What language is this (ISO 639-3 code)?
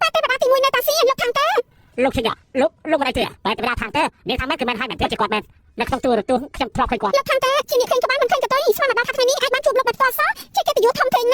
khm